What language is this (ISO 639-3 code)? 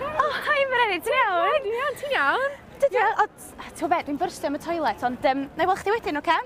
cym